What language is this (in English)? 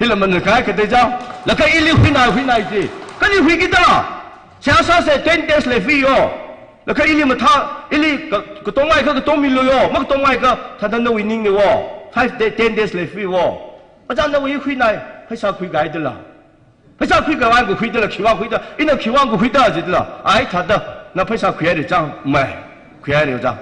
Tangkhul Naga (India)